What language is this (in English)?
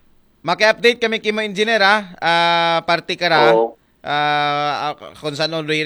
Aklanon